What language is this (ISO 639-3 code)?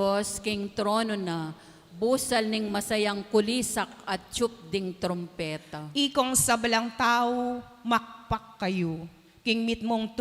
pam